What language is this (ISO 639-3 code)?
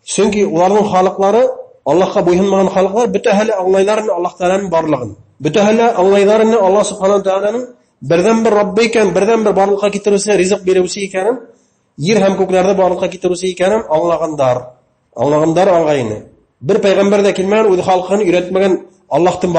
bak